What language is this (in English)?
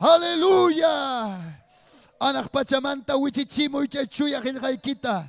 Ayacucho Quechua